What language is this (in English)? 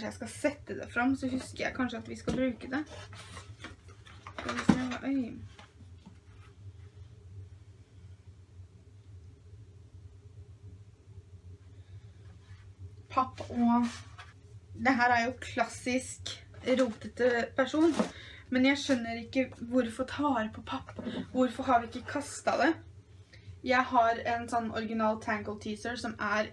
Norwegian